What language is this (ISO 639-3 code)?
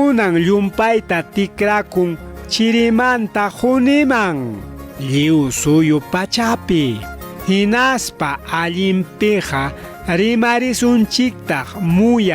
quy